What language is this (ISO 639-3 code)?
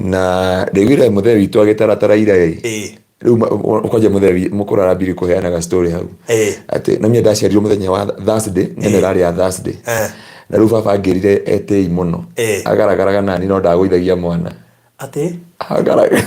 kik